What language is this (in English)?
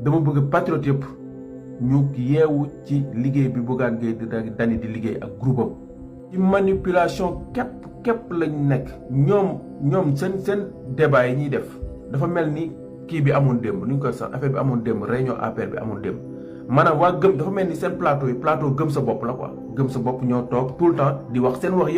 Wolof